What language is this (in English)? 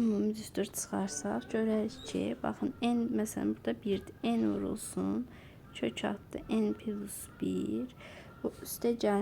Azerbaijani